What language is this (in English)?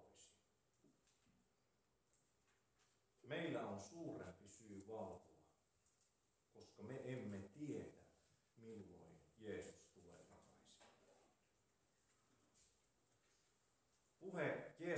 Finnish